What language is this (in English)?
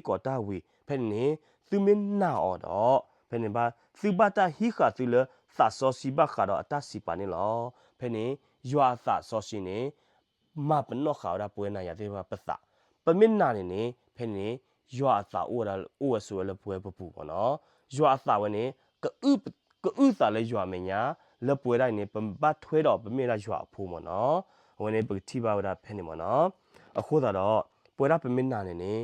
S'gaw Karen